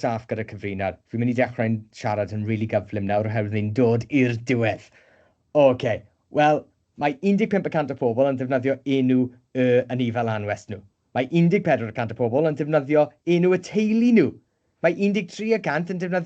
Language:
Welsh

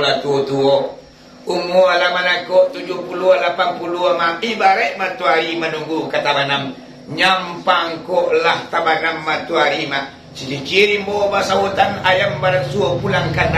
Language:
Minangkabau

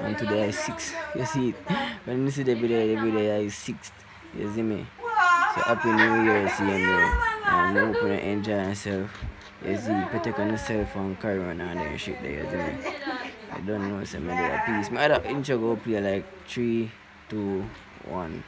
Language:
Jamaican Creole English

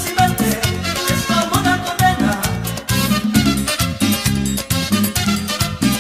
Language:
Spanish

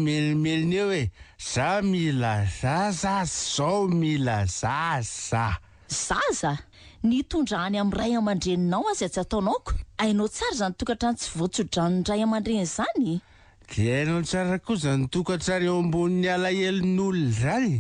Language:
Malagasy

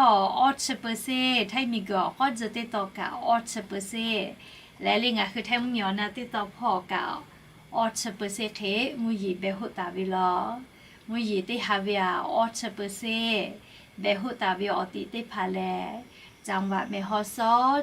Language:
Lahu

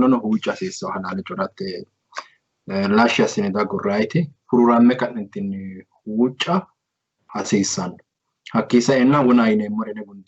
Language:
Sidamo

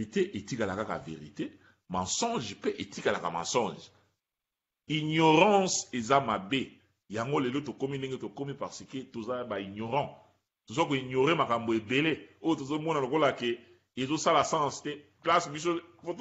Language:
Lingala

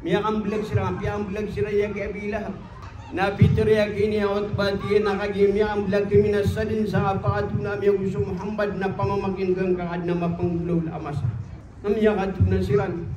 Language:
Maranao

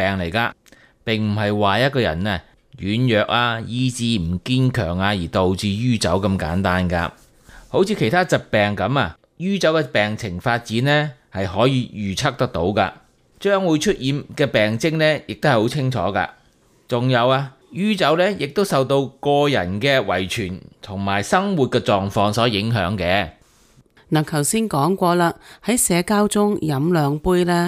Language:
Cantonese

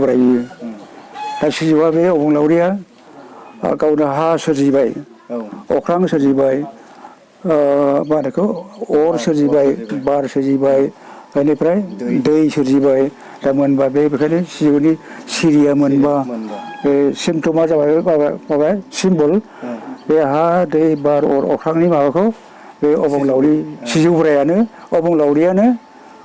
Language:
Bodo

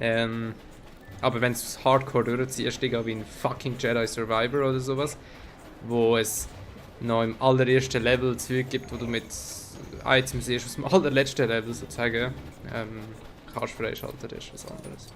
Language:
Swiss German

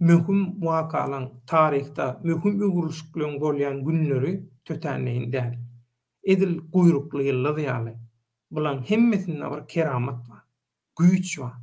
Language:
Turkmen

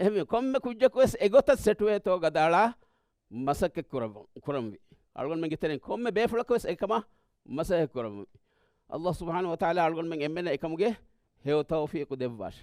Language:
Divehi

